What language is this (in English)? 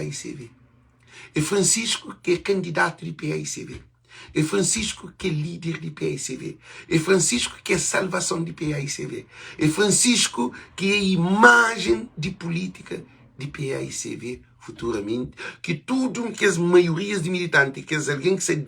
Kabuverdianu